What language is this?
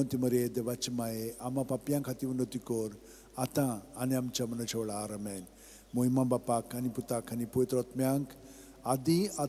Konkani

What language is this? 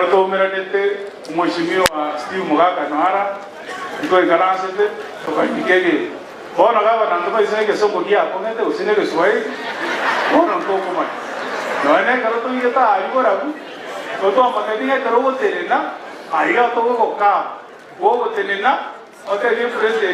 Gusii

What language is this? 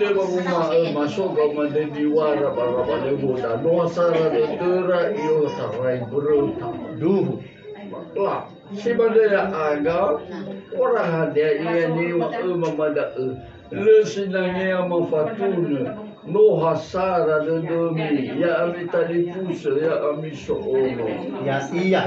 Nias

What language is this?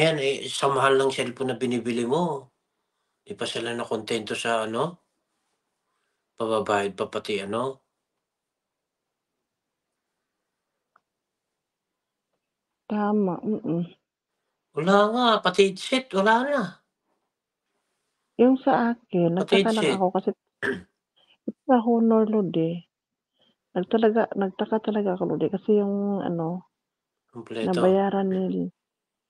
Filipino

